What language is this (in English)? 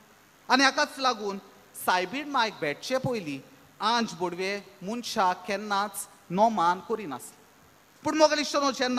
Konkani